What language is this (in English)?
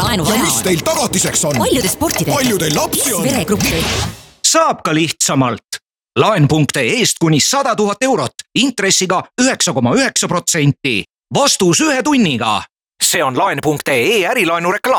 Estonian